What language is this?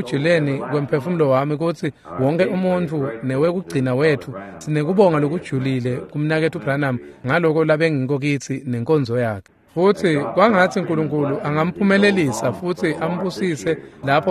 Swati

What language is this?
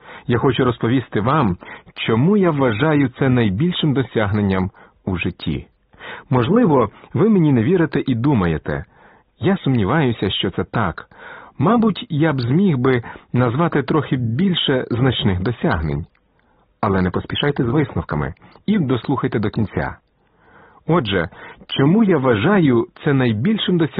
Ukrainian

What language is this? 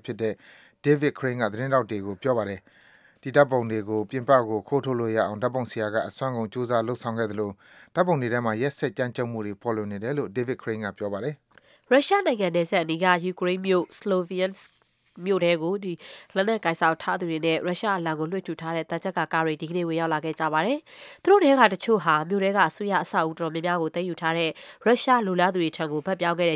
Burmese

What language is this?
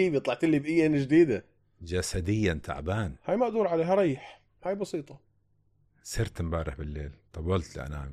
North Levantine Arabic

